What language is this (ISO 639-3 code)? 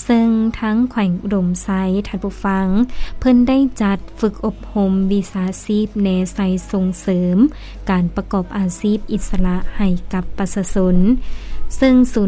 lao